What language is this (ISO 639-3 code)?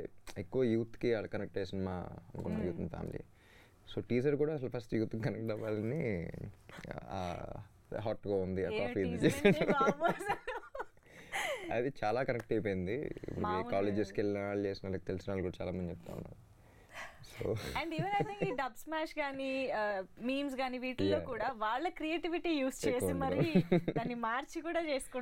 tel